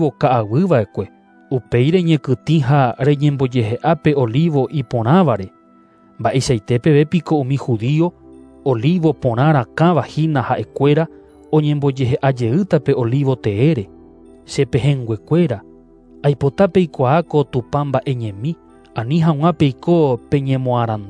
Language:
Guarani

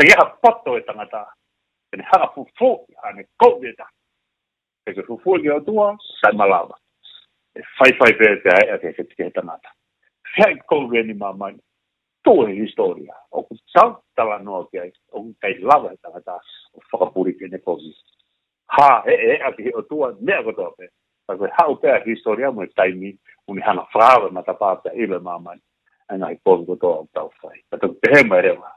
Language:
Tongan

